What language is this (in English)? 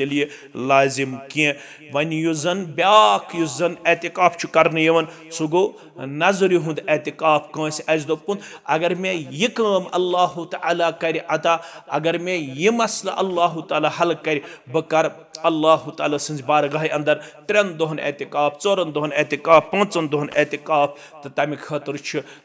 Kashmiri